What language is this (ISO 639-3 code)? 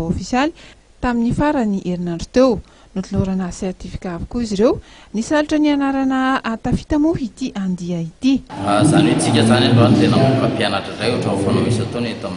mlg